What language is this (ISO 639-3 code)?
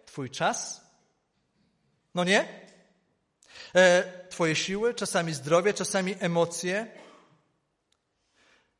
pol